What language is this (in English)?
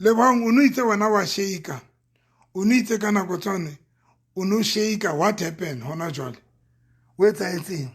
Southern Sotho